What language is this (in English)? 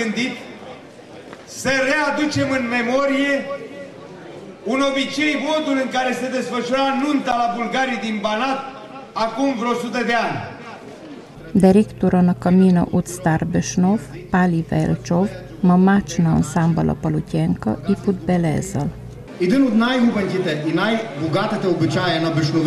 Romanian